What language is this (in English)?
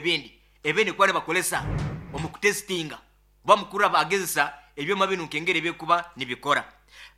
Nyankole